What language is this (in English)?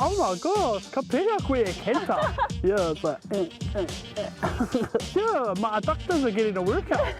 Māori